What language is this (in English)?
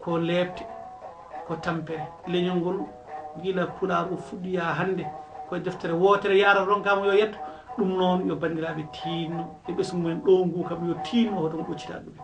Fula